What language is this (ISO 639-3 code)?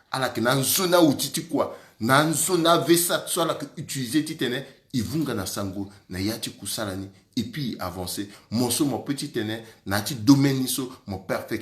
sag